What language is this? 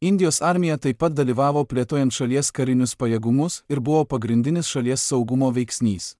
Lithuanian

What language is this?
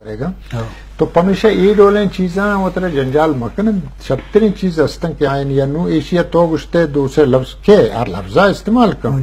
Eastern Balochi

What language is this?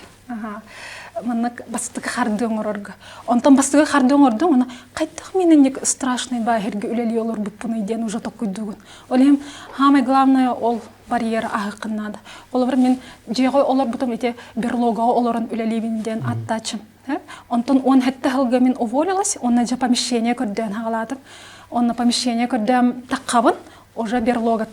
Yakut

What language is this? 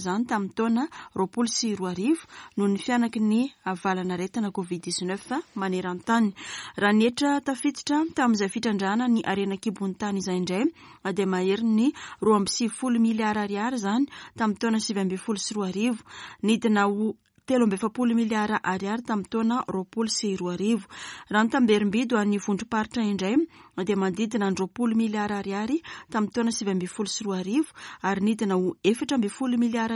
Malagasy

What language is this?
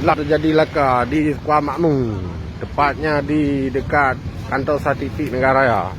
Achinese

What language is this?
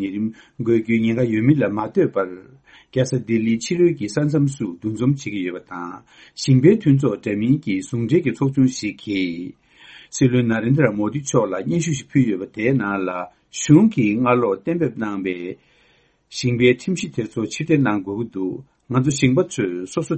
Tibetan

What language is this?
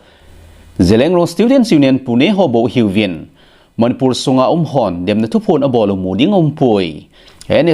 Thado Chin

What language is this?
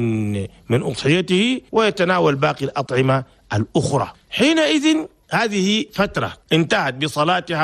Chadian Arabic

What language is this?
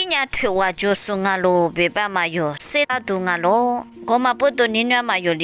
Lisu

